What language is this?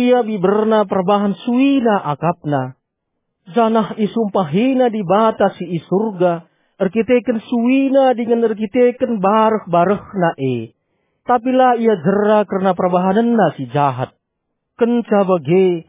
Batak Karo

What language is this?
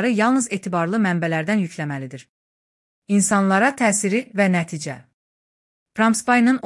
Azerbaijani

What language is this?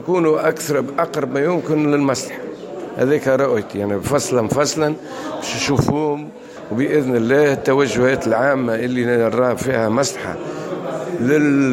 Tunisian Arabic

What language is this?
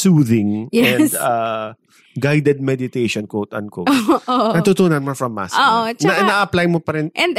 Filipino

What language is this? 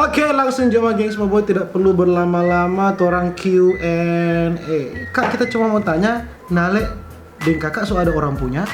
Manado Malay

